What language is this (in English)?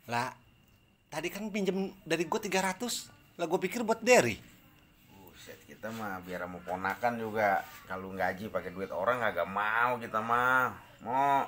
Betawi